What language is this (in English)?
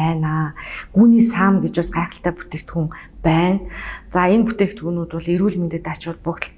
Mongolian